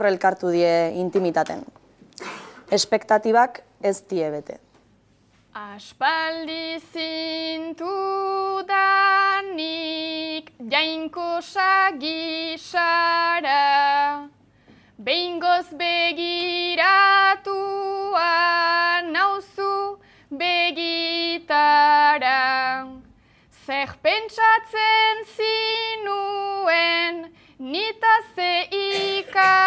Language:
Basque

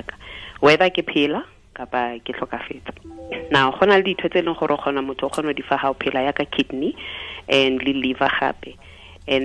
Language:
Tswana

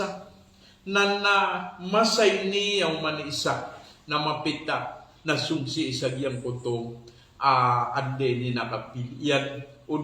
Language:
Maranao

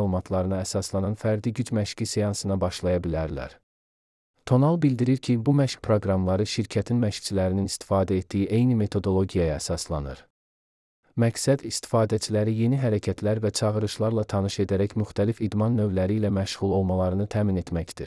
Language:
Azerbaijani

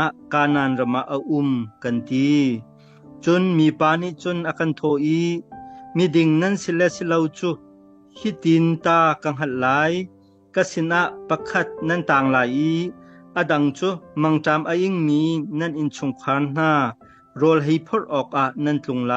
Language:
Hakha Chin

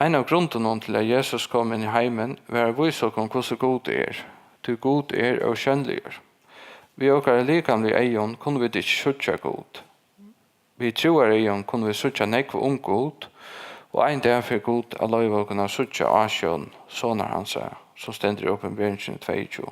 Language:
Faroese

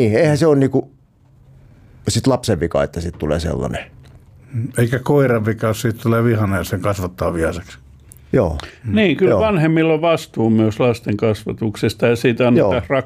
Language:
Finnish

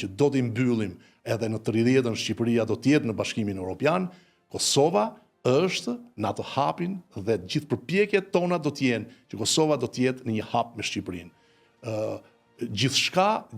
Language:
Albanian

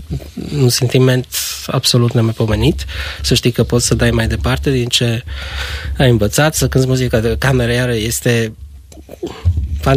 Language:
Romanian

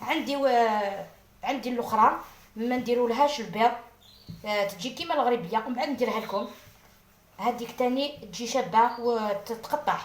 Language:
Algerian Arabic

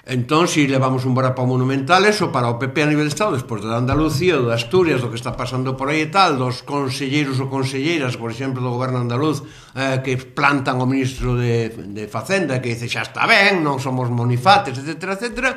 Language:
Galician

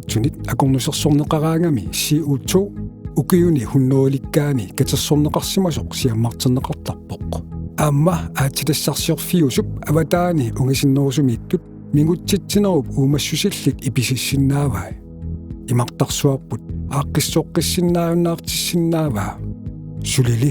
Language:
Kalaallisut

